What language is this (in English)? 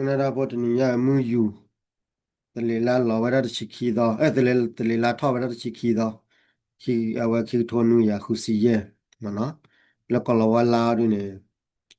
S'gaw Karen